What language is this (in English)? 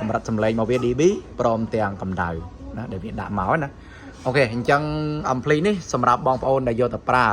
Khmer